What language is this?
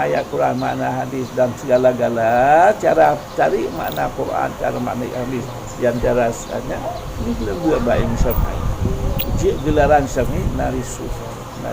Achinese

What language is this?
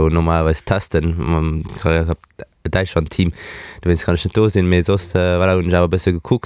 Luxembourgish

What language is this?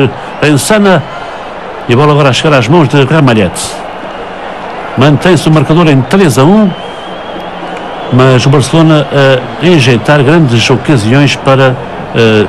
Portuguese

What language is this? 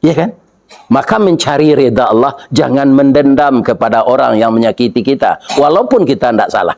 Minangkabau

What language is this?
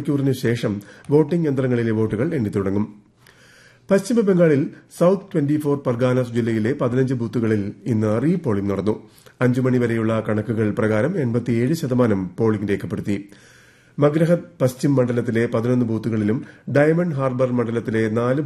Malayalam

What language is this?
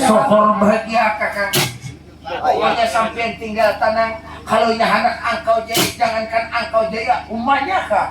Banjar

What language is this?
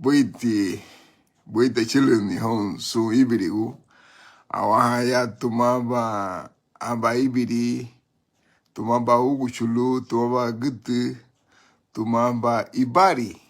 Garifuna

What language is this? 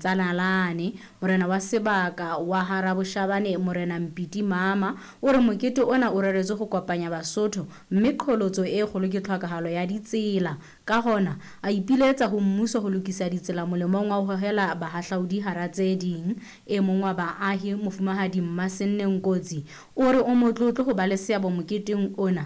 Southern Sotho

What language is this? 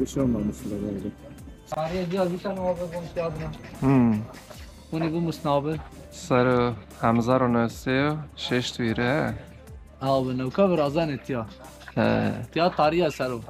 Zaza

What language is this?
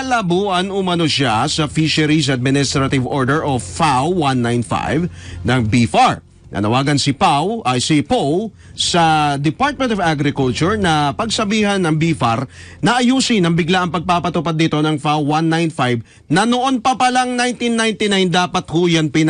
Filipino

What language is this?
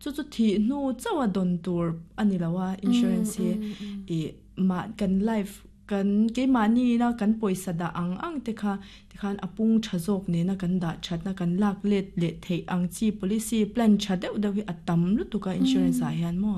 Mizo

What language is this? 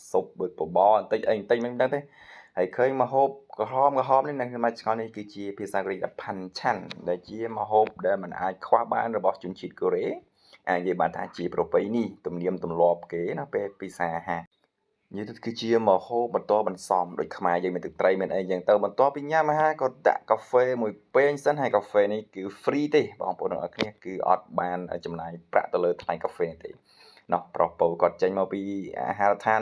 Khmer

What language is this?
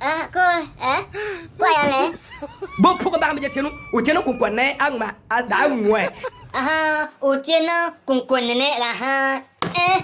Bimoba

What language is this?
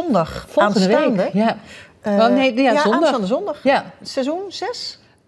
Dutch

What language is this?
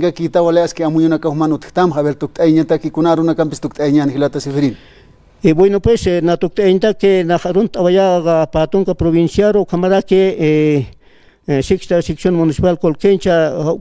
Aymara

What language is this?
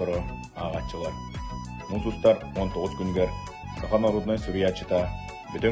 Yakut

